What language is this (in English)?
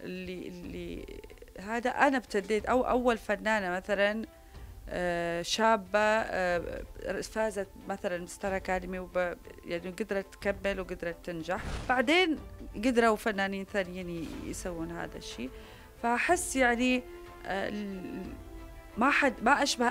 Mesopotamian Arabic